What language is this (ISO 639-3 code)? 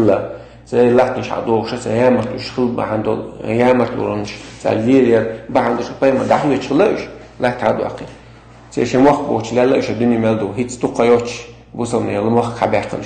che